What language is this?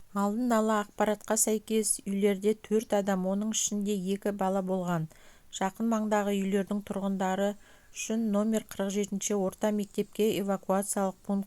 Kazakh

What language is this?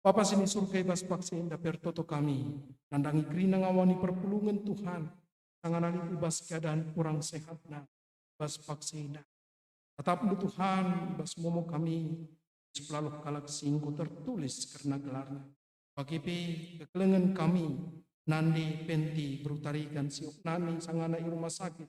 Batak Karo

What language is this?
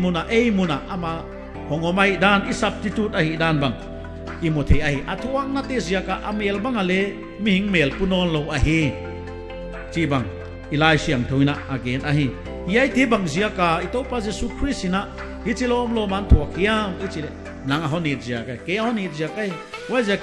Paite Chin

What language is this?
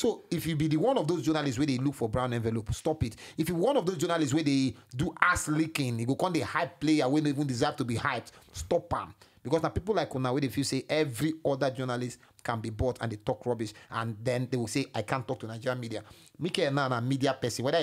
Nigerian Pidgin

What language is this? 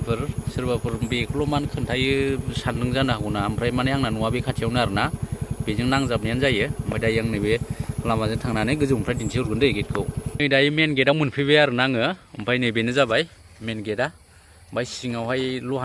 Bodo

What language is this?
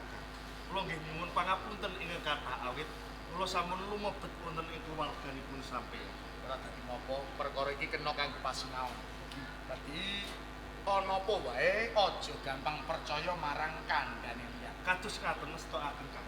Javanese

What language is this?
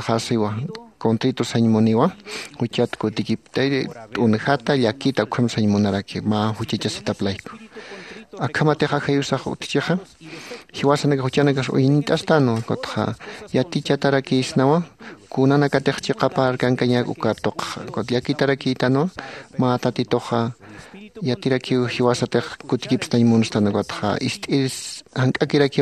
Aymara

